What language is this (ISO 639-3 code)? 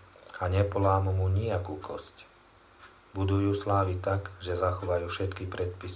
slk